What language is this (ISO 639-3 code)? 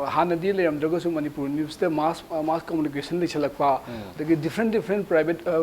mni